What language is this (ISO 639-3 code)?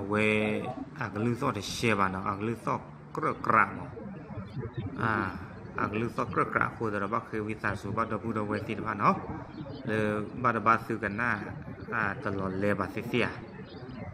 ksw